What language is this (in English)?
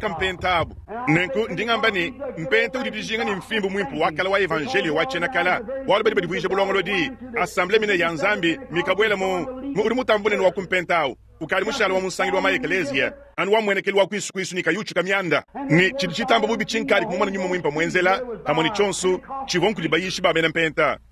Luba-Lulua